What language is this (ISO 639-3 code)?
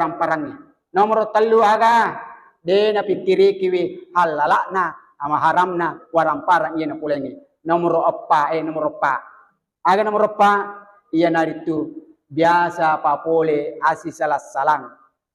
bug